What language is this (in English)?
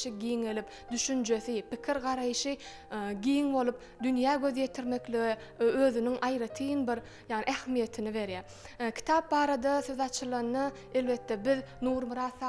Turkmen